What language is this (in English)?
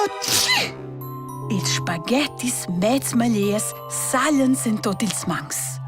Romansh